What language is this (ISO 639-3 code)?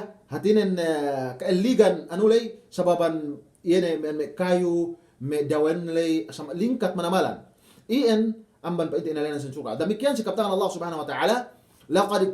yka